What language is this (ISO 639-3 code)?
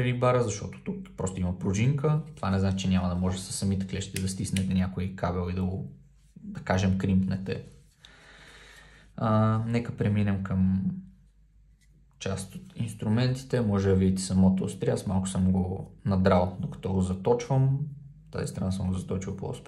bul